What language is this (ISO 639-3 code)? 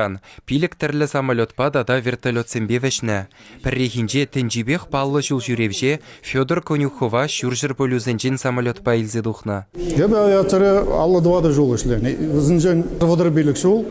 chv